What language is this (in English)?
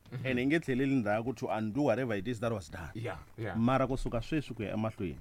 Tsonga